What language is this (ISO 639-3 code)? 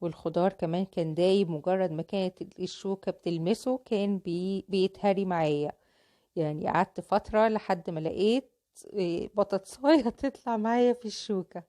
arz